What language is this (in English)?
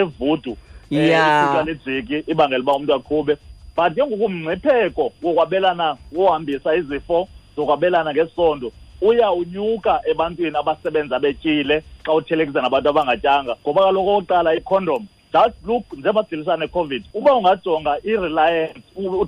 Xhosa